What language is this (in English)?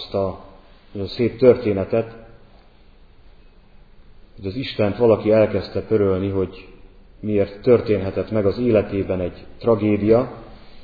Hungarian